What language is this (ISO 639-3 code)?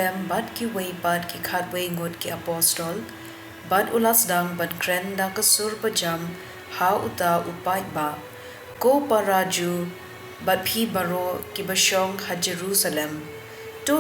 kha